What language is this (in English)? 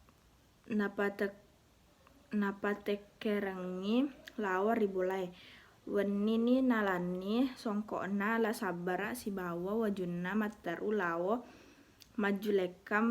Buginese